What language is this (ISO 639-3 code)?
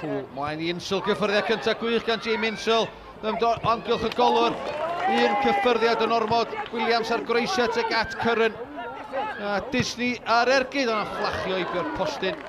cym